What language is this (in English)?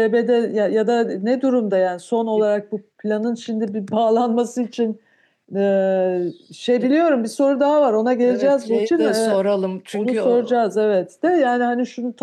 Turkish